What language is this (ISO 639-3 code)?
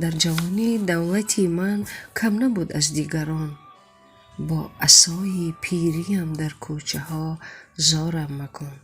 tgk